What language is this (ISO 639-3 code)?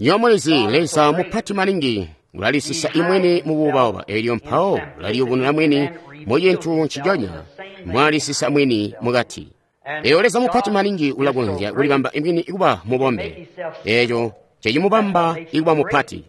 toi